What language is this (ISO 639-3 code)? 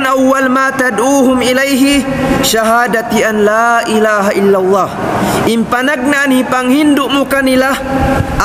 tsg